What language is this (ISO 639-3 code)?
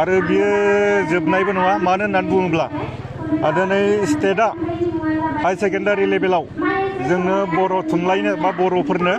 brx